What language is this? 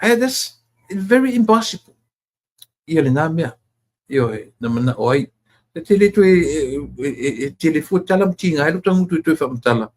Samoan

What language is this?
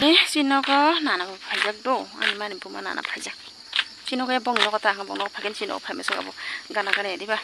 Kok Borok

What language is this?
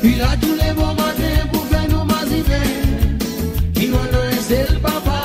Seselwa Creole French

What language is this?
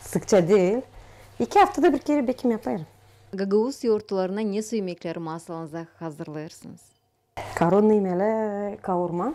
Gagauz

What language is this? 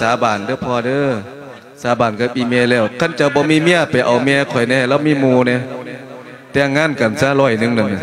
Lao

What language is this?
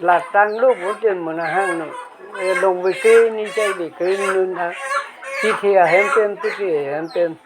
Karbi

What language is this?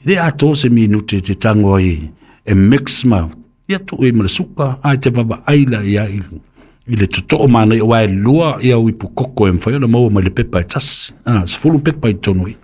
Samoan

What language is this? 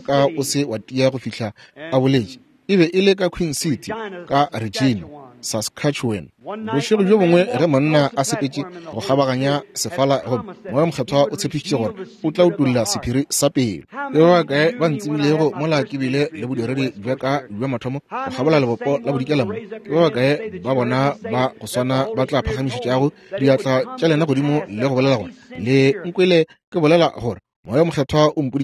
Northern Sotho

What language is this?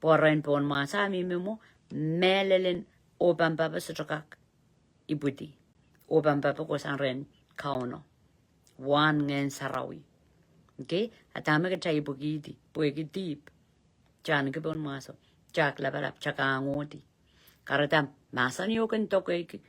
Pohnpeian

